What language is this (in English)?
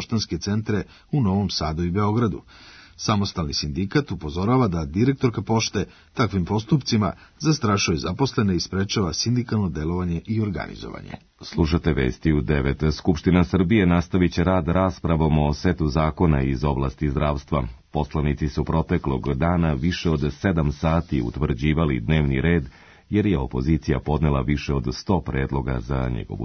Serbian